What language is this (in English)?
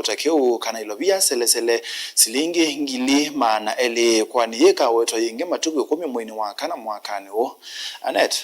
Kamba